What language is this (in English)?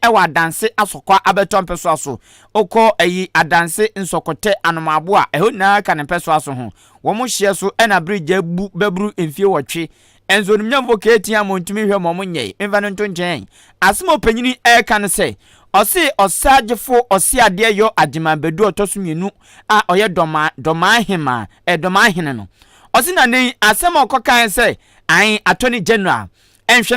Akan